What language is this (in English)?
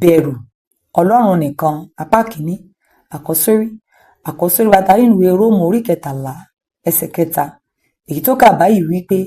Yoruba